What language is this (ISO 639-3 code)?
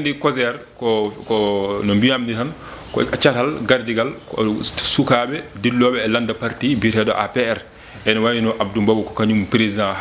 ful